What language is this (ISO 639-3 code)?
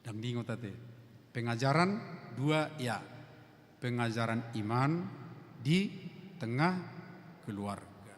bbc